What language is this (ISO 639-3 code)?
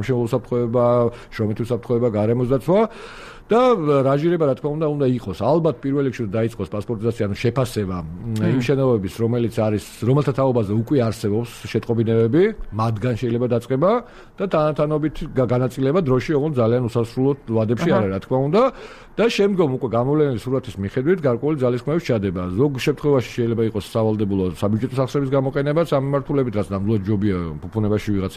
kat